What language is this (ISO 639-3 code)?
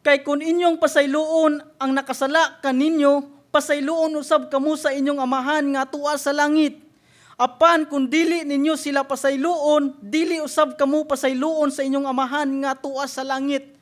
ceb